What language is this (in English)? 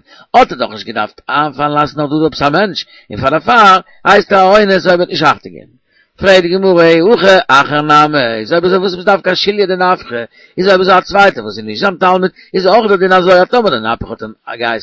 Yiddish